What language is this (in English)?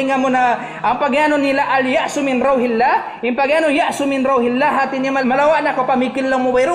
Tausug